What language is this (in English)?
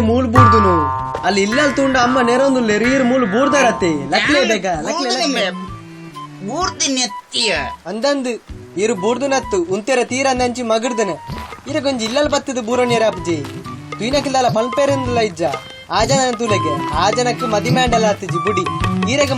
Tulu